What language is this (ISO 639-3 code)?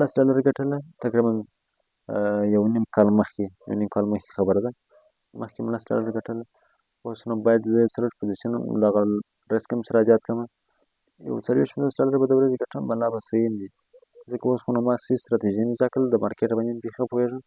pus